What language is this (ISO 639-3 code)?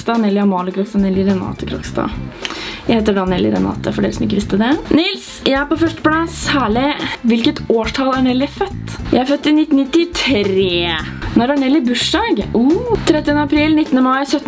nor